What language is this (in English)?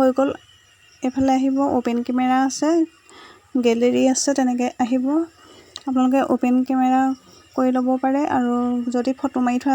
Assamese